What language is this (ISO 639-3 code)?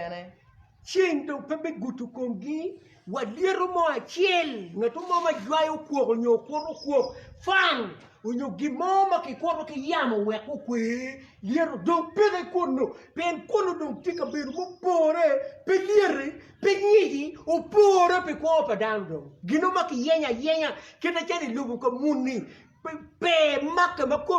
ach